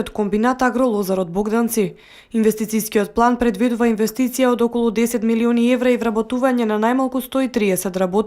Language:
Macedonian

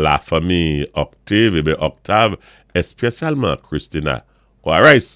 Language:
Saint Lucian Creole French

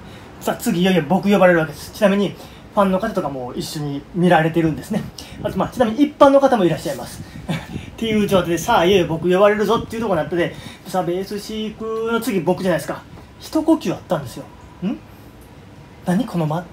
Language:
Japanese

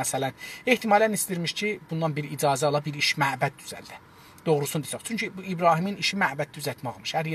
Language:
South Azerbaijani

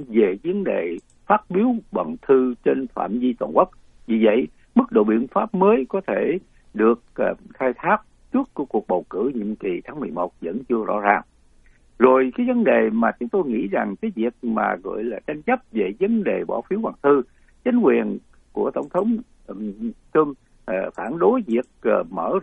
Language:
Vietnamese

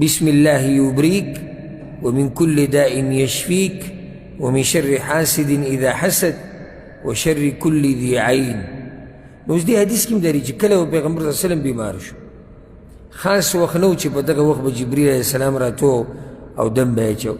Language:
Pashto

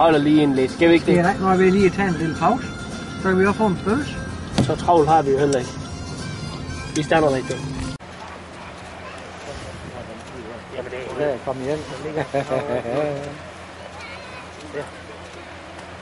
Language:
Danish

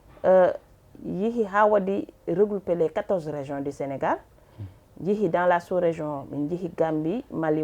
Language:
Fula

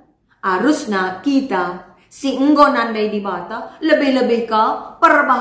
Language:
Batak Karo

